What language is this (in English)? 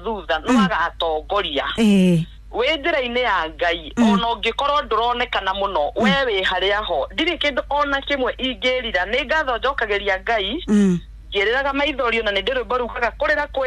Kikuyu